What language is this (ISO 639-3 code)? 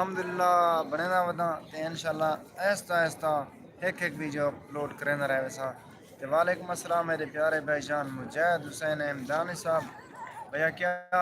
skr